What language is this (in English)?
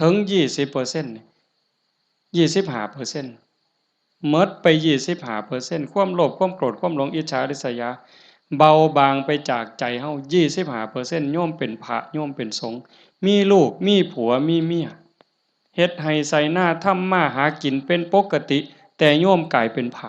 Northeastern Thai